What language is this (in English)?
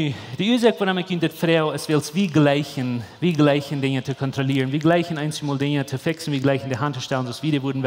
Plautdietsch